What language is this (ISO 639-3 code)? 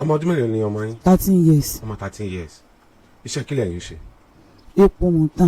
yor